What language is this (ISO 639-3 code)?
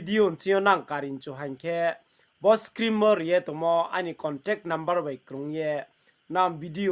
ria